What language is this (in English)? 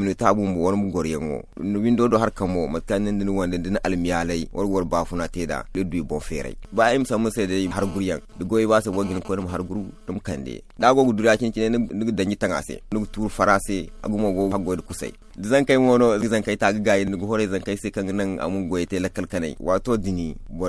Zarma